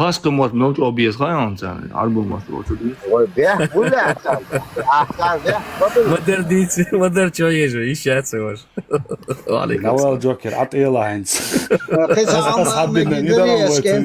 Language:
Chechen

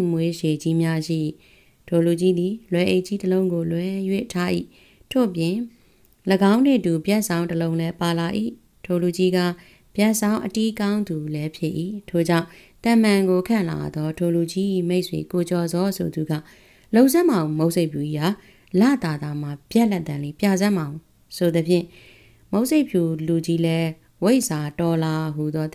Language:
Burmese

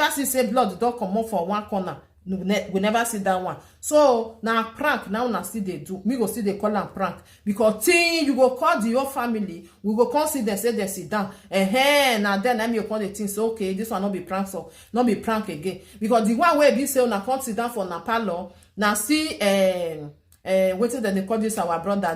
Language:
Nigerian Pidgin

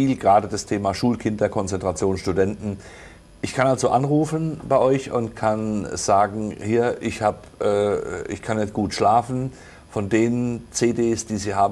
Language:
German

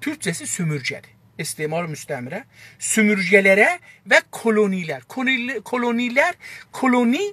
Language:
South Azerbaijani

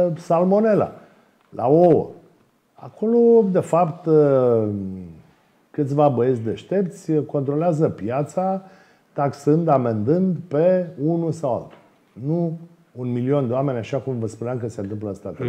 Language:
Romanian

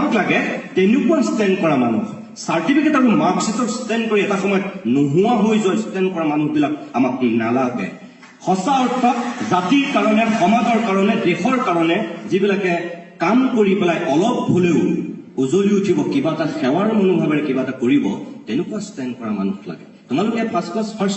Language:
Assamese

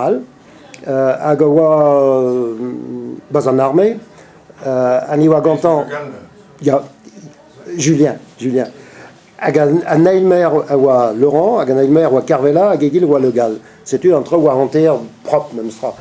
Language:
Breton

